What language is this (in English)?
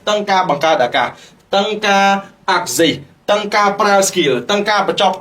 Khmer